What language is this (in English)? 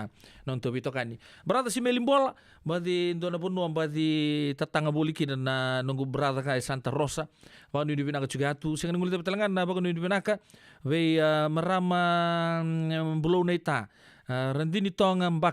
Fijian